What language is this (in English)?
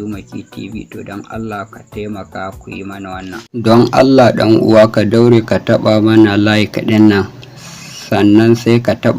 Hausa